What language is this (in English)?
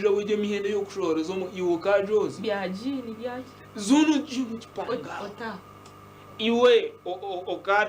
Nyankole